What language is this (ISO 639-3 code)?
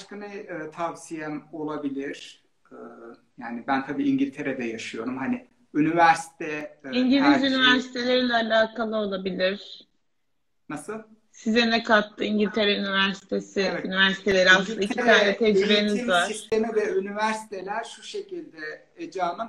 tur